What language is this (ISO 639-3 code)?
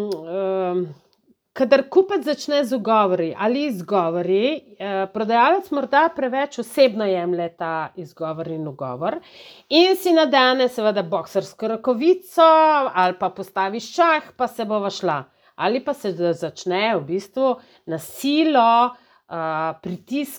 slv